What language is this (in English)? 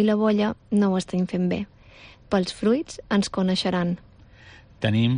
Catalan